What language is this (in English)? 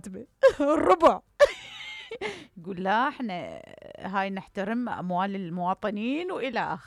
Mesopotamian Arabic